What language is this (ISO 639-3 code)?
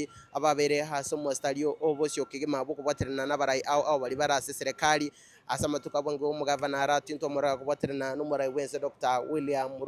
guz